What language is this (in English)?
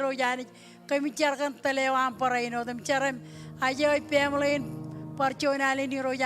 Marshallese